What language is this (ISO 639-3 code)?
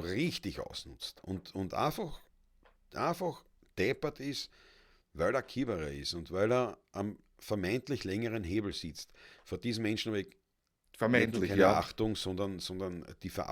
bar